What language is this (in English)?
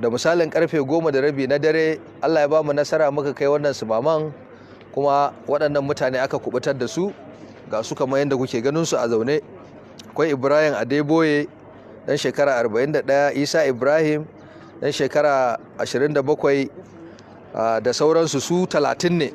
Hausa